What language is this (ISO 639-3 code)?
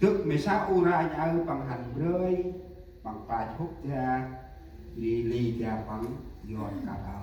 cmo